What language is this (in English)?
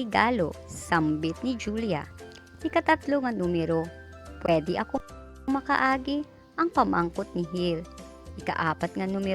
Hiligaynon